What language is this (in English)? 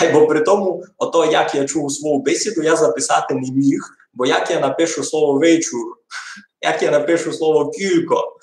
Rusyn